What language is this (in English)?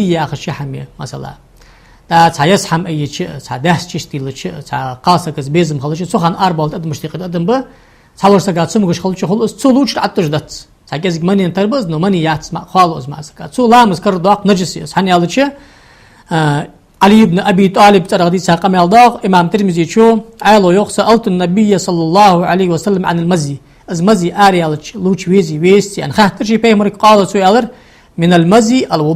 Ingush